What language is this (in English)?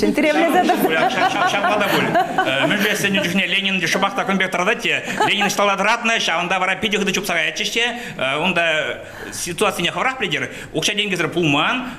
Chuvash